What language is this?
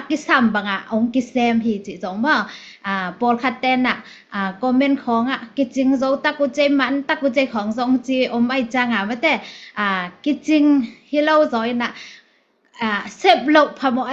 Tedim Chin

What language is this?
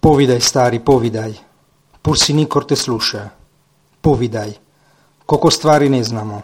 Serbian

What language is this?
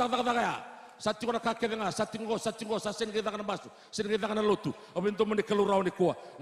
Fijian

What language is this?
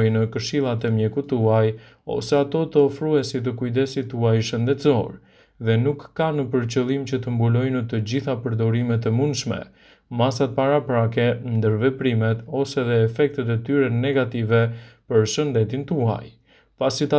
Albanian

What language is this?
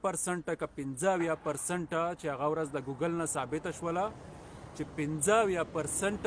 Pashto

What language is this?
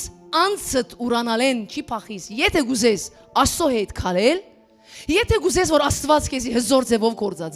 Western Armenian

